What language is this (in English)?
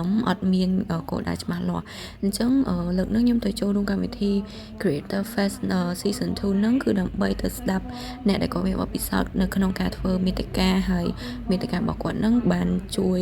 Khmer